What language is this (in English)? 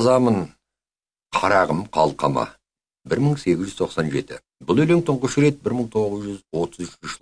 Kazakh